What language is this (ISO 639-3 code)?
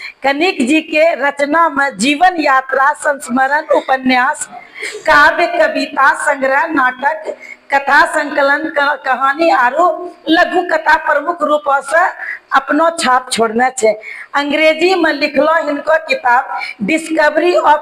anp